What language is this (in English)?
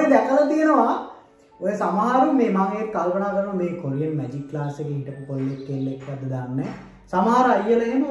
Sinhala